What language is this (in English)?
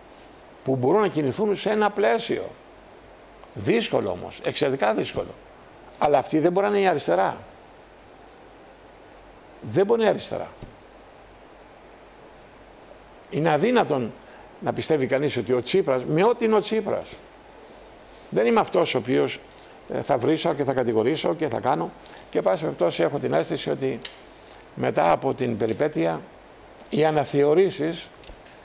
Greek